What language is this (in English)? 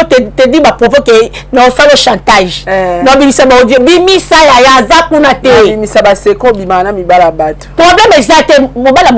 Lingala